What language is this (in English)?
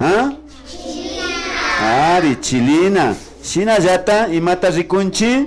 Imbabura Highland Quichua